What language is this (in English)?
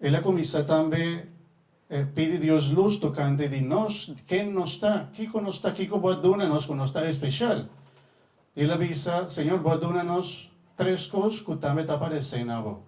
Papiamento